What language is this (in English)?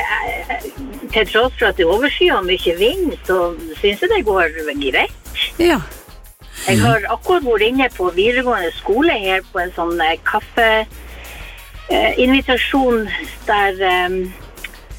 Norwegian